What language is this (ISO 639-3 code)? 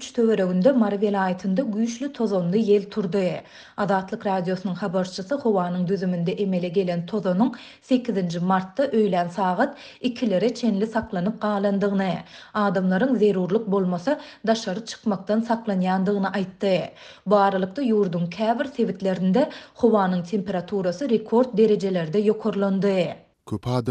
tuk